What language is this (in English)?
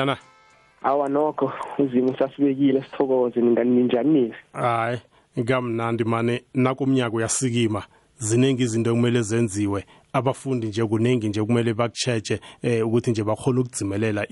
South Ndebele